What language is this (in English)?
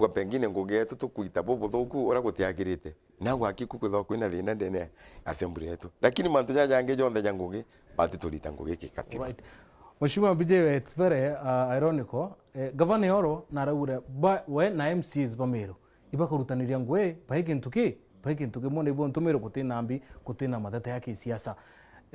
Meru